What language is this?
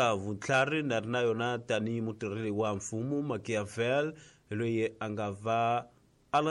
Tsonga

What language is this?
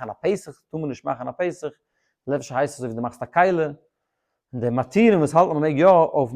Yiddish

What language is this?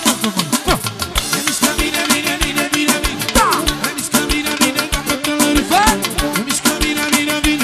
Romanian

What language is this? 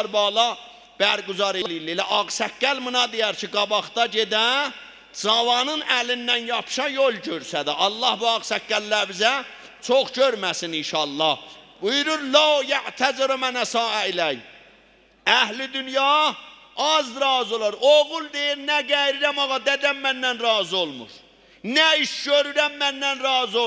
South Azerbaijani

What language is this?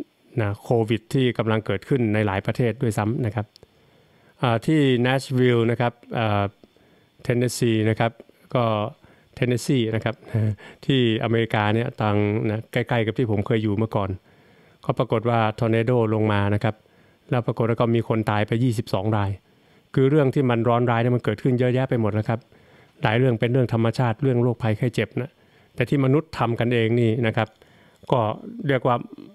Thai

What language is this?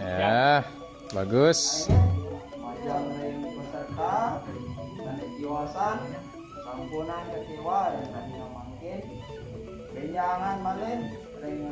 Balinese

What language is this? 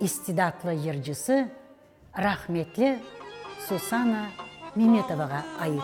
Crimean Tatar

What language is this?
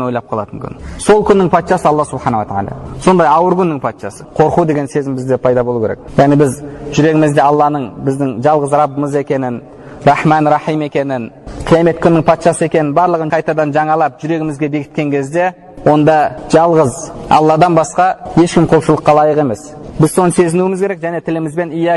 Kazakh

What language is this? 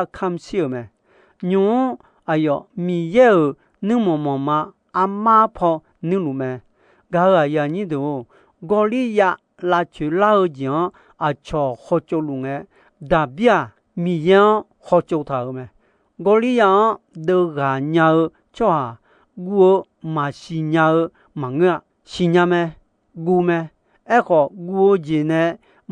Akha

